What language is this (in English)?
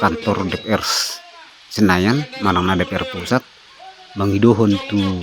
Batak Toba